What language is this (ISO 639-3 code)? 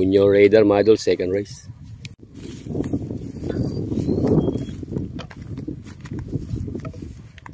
fil